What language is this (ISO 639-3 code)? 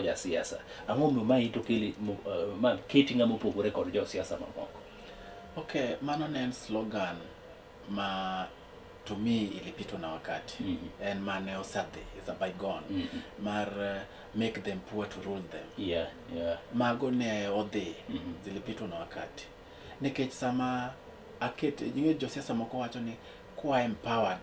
luo